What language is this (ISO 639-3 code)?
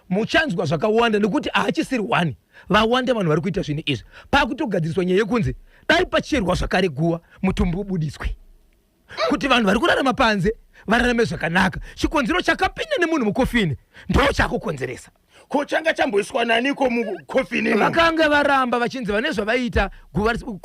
sna